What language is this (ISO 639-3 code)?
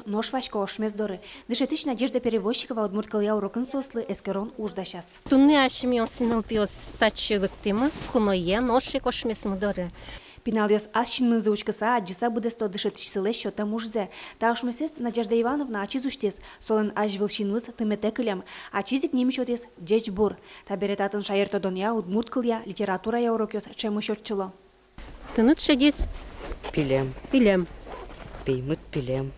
udm